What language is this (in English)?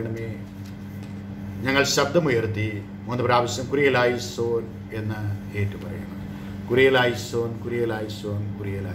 Malayalam